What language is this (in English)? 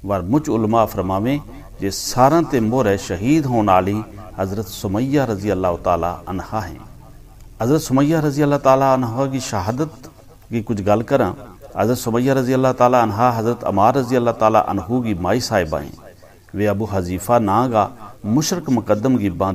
Gujari